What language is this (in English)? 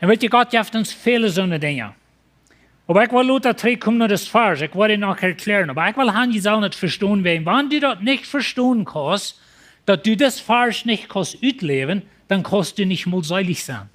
Plautdietsch